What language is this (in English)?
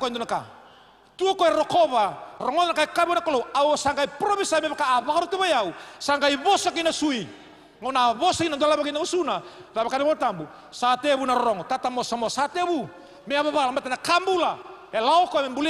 Fijian